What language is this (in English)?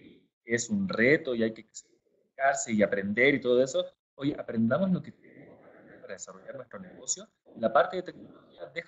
Spanish